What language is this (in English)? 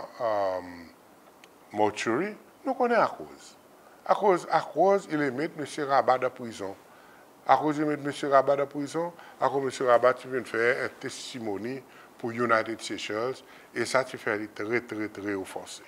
Seselwa Creole French